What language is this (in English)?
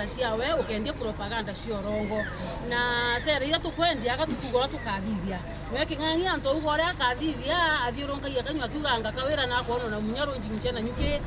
Meru